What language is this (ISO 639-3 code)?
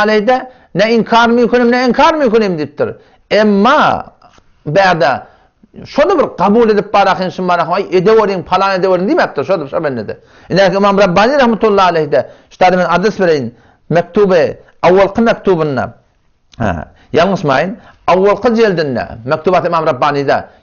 tuk